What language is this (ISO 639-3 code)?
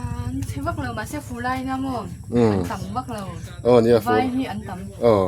lus